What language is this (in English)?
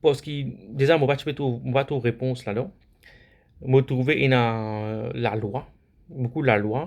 Morisyen